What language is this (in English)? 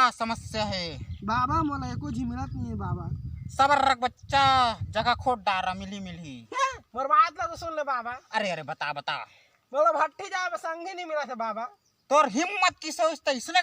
Chhattisgarhi